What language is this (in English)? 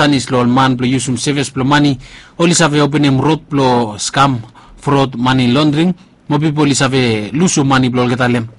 Bislama